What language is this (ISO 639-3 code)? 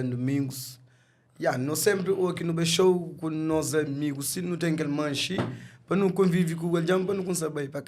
kea